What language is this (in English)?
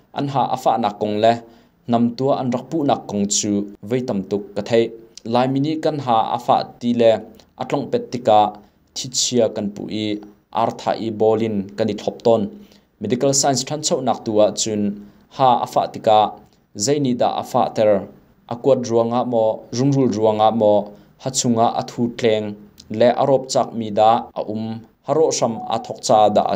Hakha Chin